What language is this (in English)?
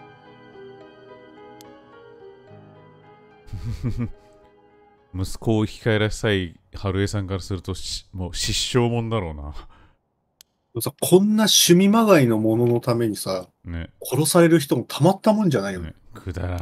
Japanese